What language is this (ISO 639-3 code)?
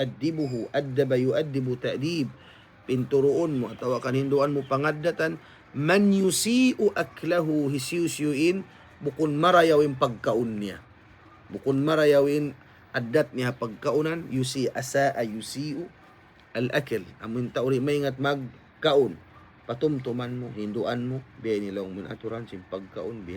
tsg